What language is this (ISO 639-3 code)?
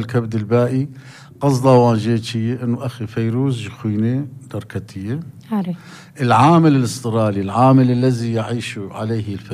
apc